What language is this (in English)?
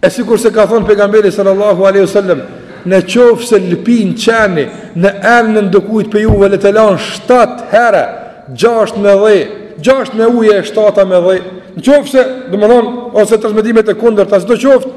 Albanian